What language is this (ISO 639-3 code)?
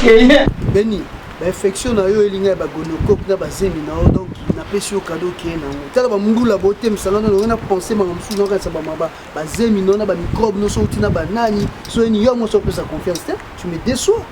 lin